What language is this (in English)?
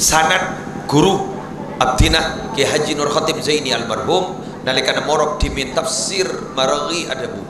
Madurese